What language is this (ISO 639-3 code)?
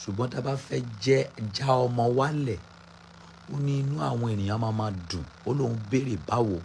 yor